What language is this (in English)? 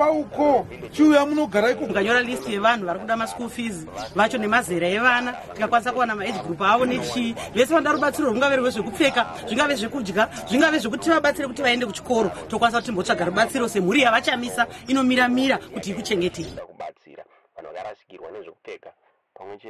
Shona